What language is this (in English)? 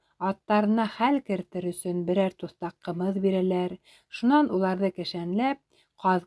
Bashkir